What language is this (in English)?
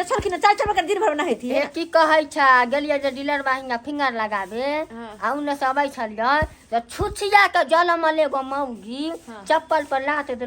Maithili